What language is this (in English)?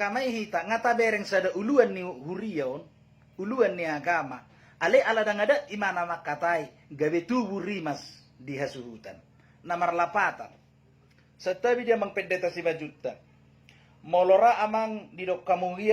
Batak Toba